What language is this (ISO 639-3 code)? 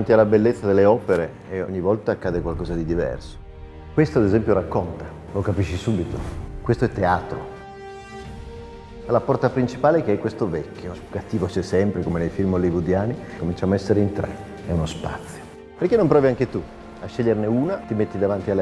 ita